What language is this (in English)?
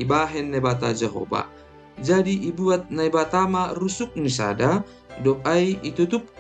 Batak Simalungun